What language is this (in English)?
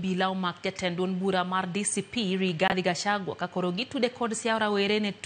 Luo (Kenya and Tanzania)